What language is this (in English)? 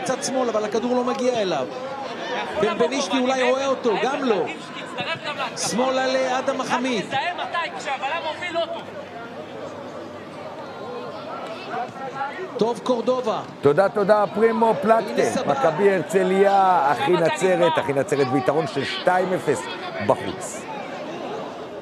Hebrew